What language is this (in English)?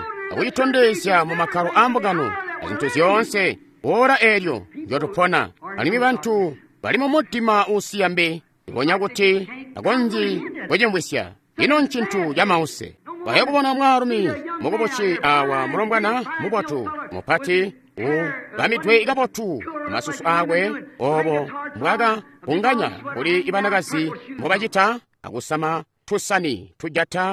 Tonga (Zambia)